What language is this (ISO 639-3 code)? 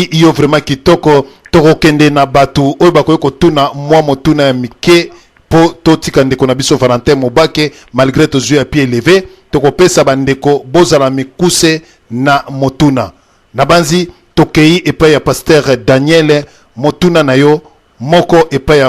lin